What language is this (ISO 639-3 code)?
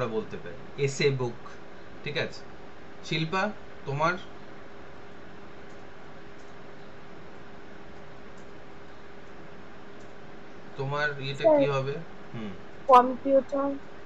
ben